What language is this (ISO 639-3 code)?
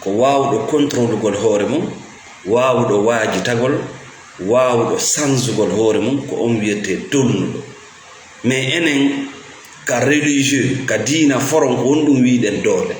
ful